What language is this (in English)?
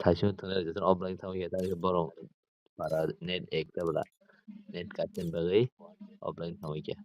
Kok Borok